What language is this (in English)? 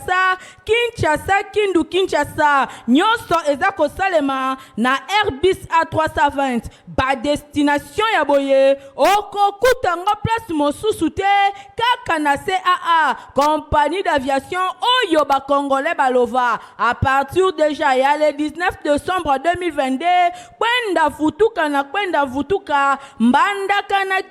Lingala